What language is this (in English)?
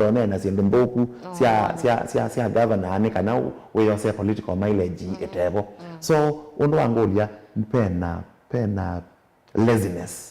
Kamba